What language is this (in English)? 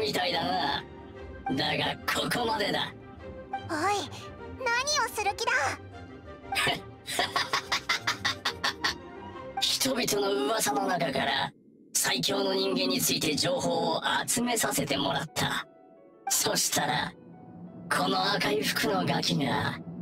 Japanese